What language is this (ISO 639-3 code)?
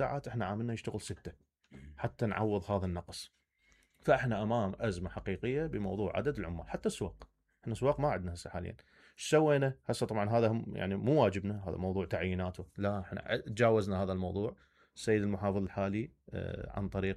acm